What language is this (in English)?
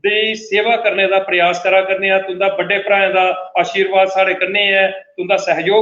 Dogri